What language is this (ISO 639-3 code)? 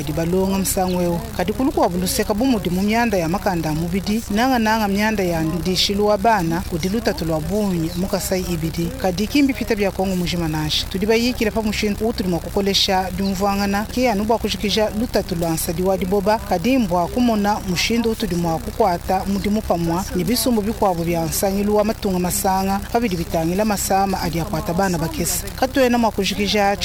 lua